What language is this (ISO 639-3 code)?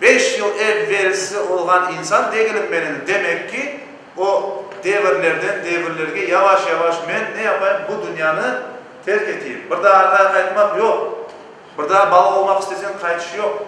crh